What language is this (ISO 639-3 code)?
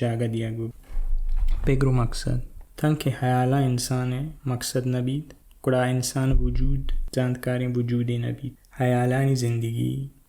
bal